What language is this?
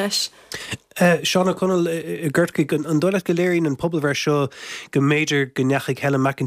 Irish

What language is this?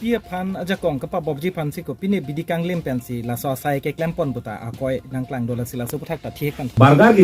Karbi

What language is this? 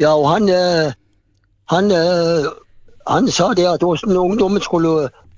Norwegian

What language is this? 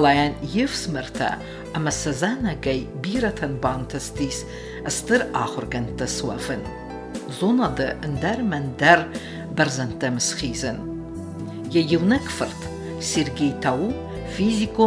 Ossetic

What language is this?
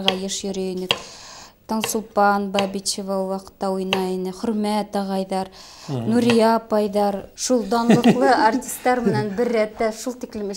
Bashkir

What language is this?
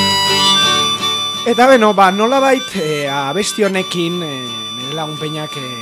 Basque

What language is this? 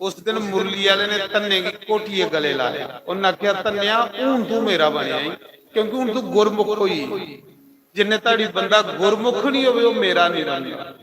Dogri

